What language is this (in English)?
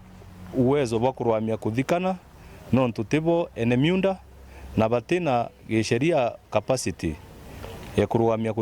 Meru